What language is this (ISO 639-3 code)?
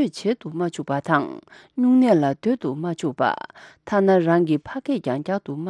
bod